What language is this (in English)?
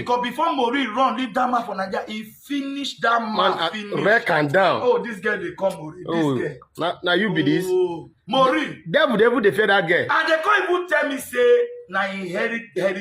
Nigerian Pidgin